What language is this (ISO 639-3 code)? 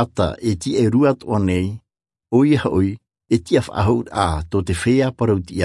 tah